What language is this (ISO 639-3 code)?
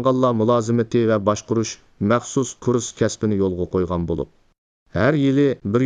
uig